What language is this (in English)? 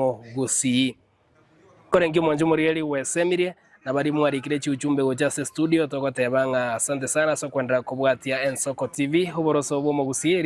Gusii